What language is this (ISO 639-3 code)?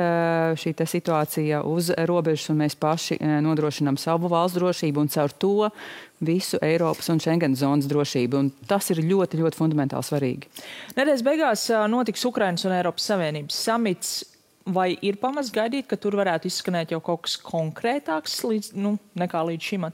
lav